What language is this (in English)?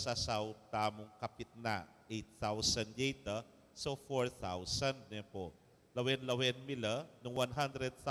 Pampanga